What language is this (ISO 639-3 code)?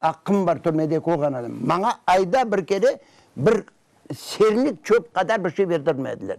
crh